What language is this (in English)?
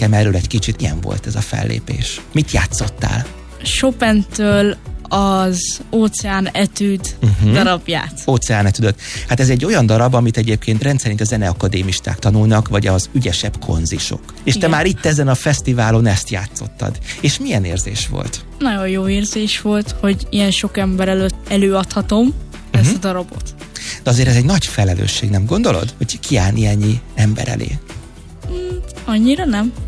Hungarian